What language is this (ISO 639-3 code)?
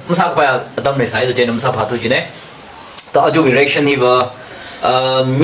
nmf